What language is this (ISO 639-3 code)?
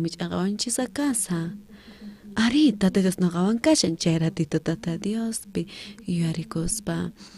quh